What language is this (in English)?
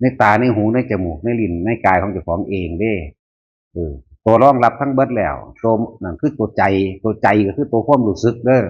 Northeastern Thai